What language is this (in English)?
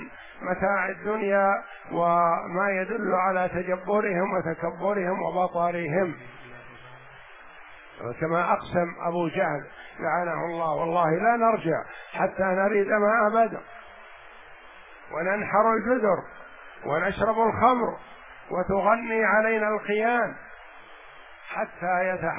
Arabic